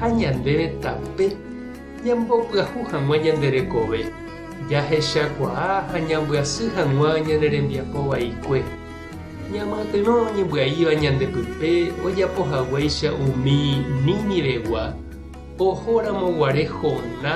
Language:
Guarani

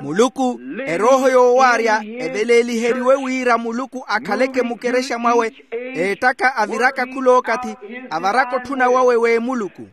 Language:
Makhuwa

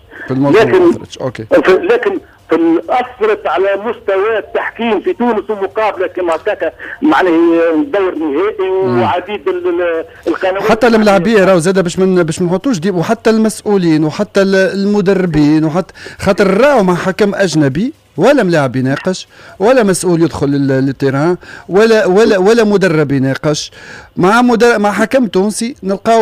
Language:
Tunisian Arabic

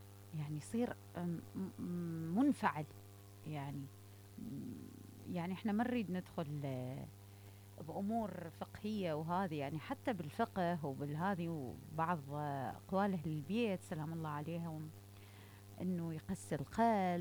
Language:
Mesopotamian Arabic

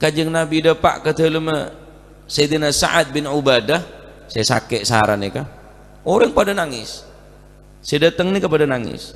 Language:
Madurese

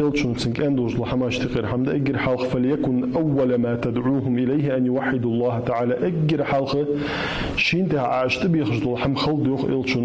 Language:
Ingush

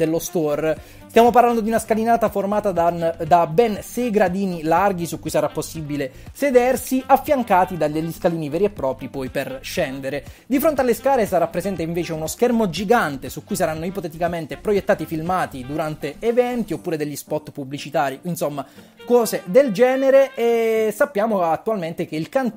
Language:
Italian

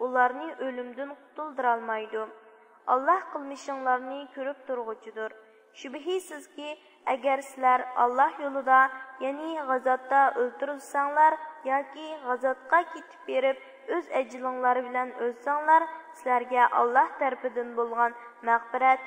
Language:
Uyghur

